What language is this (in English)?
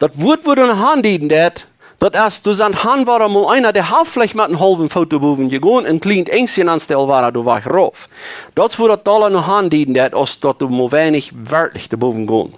Plautdietsch